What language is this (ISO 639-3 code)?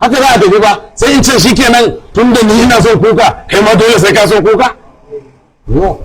hau